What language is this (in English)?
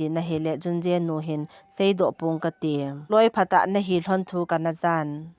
Thado Chin